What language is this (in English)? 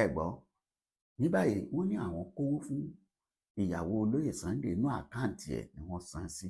Yoruba